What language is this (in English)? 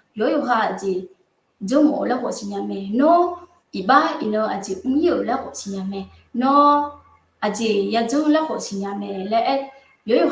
Akha